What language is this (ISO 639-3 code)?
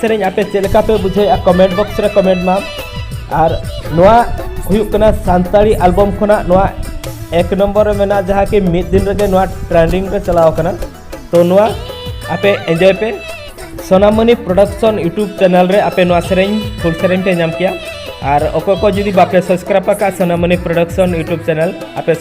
sat